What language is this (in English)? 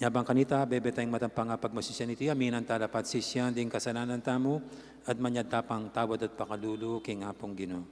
Pampanga